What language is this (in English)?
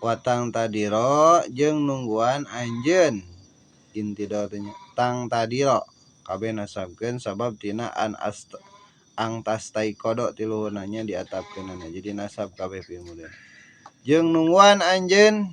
Sundanese